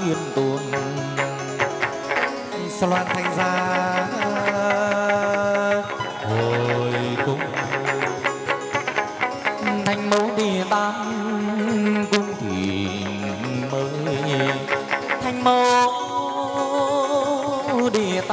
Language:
Vietnamese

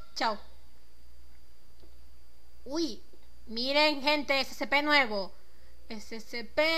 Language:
Spanish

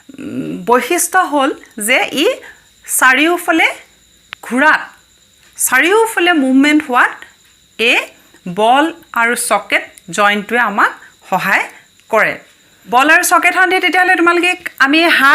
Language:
Assamese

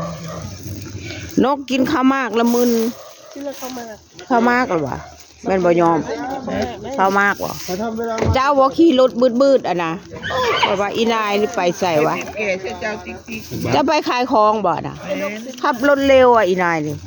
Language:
Northeastern Thai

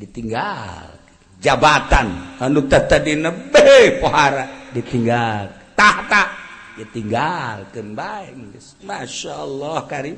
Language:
Sundanese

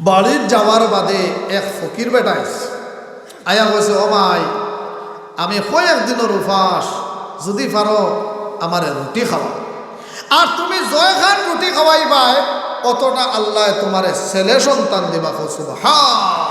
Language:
Sylheti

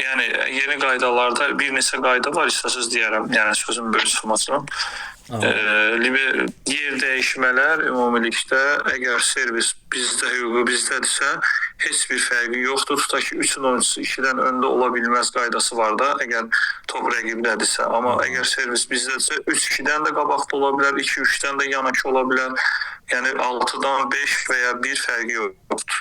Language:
Azerbaijani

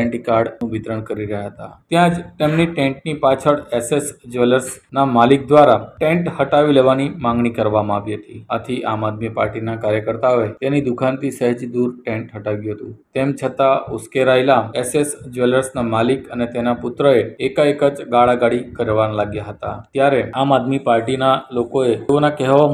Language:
Gujarati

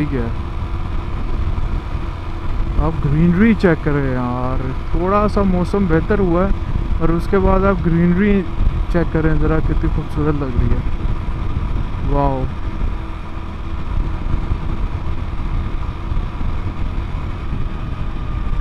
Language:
Hindi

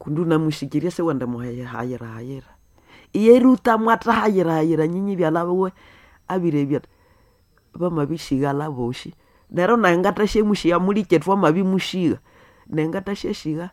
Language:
Nande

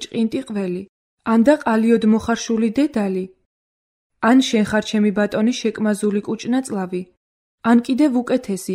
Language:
Georgian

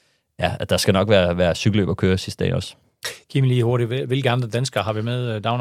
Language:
Danish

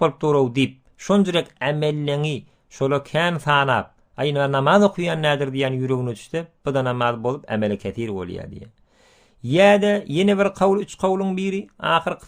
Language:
Turkmen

